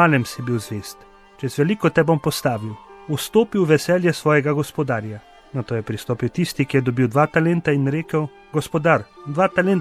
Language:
Slovenian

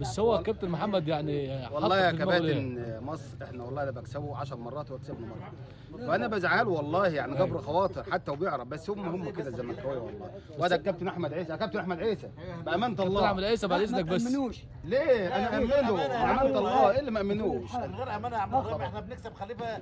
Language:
Egyptian Arabic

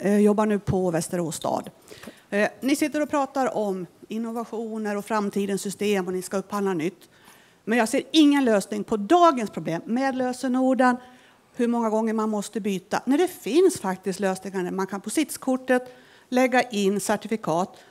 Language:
Swedish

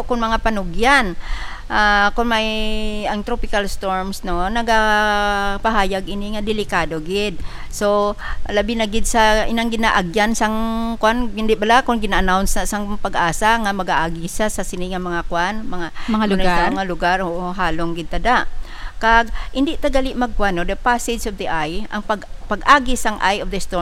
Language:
Hiligaynon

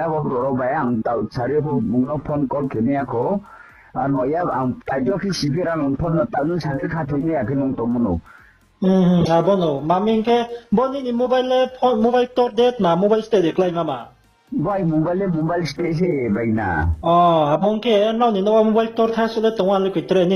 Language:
Riang (India)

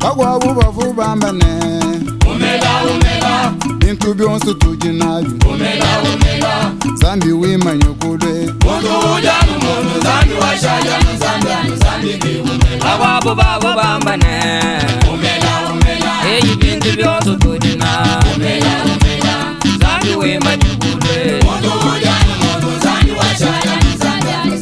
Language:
Luba-Lulua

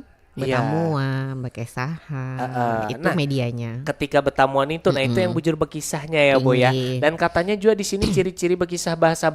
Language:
Banjar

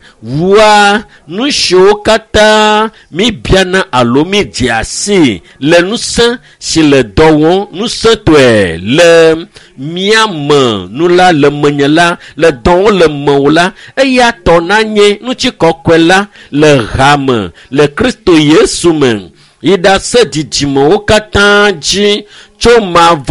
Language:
Ewe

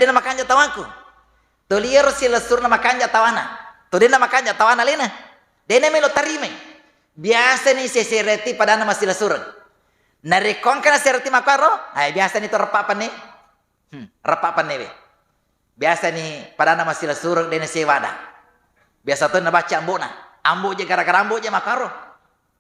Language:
Buginese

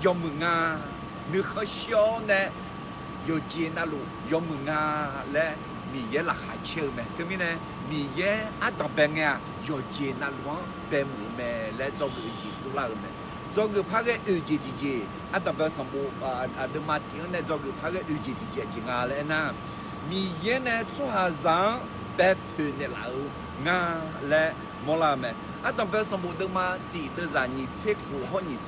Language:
Akha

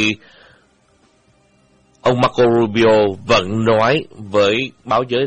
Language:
Vietnamese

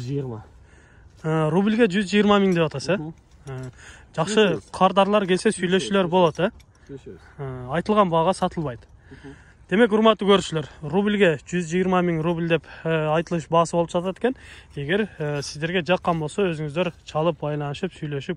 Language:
Kyrgyz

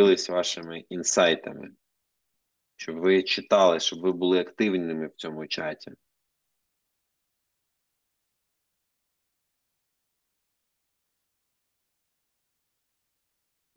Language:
Ukrainian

